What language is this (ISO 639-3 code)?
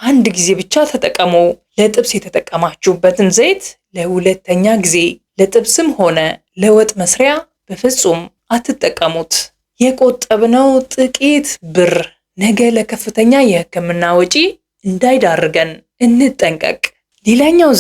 amh